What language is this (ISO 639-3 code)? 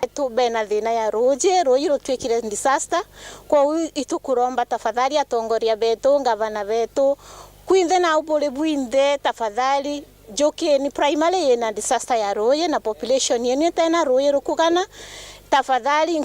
mer